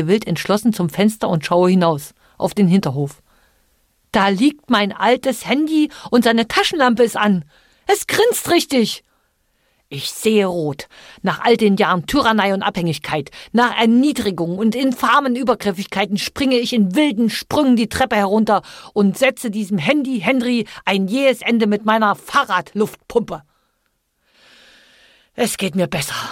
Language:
German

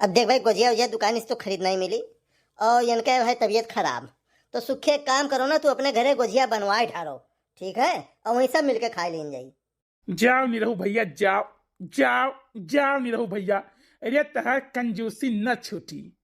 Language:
Awadhi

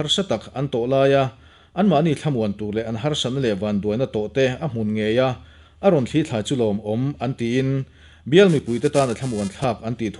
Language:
Mizo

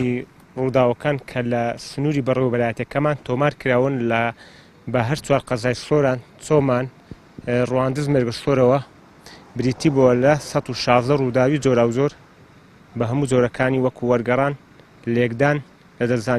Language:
Central Kurdish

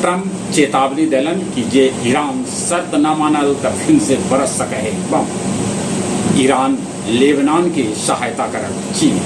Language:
Magahi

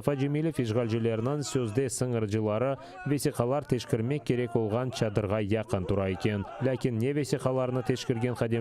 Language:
Crimean Tatar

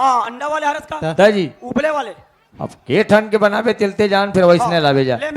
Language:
Chhattisgarhi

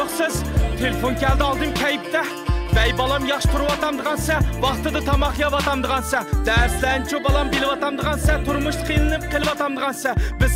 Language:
Uyghur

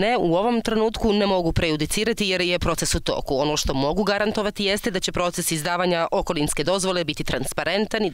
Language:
Bosnian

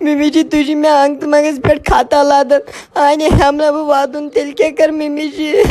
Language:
Kashmiri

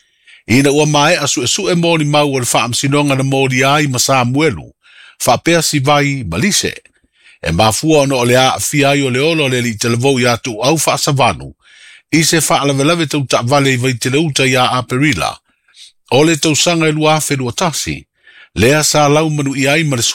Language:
Samoan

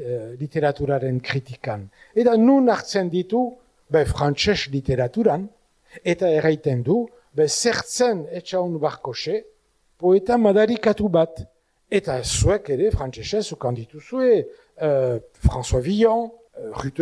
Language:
Basque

